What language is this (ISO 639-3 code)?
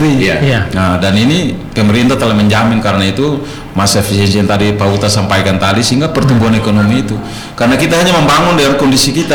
ind